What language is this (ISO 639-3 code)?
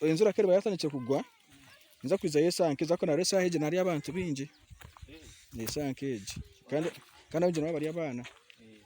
nyn